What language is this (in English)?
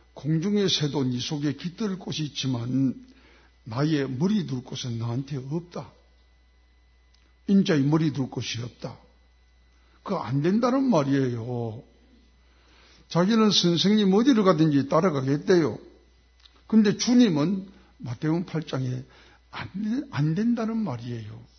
Korean